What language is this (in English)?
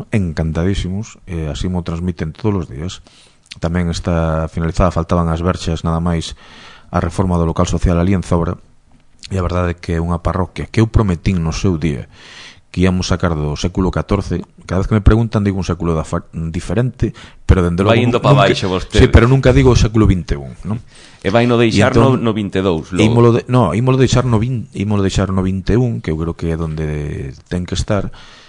Galician